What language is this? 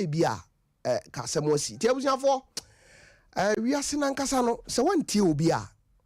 Akan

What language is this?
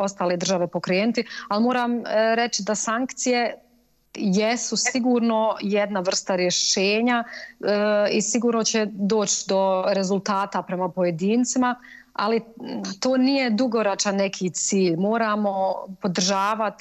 Bosnian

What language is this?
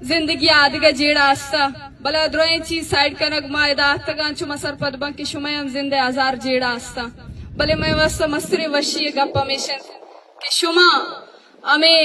Eastern Balochi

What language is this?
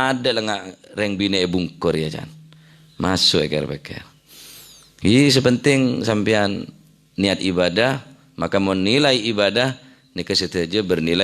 Madurese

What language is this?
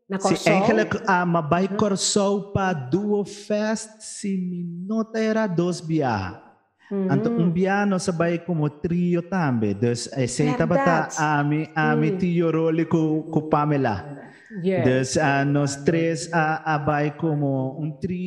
Papiamento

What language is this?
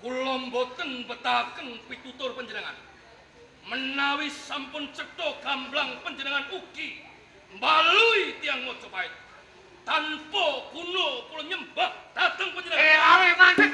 Javanese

